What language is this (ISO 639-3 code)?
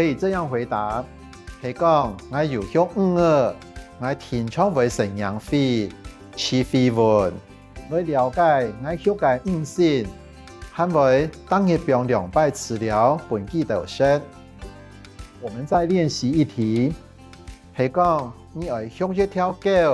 hak